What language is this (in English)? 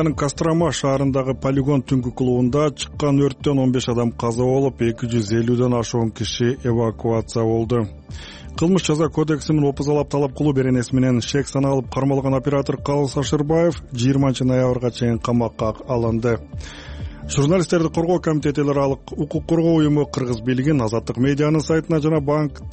Kyrgyz